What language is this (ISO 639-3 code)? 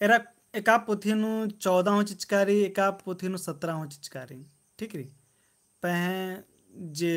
kru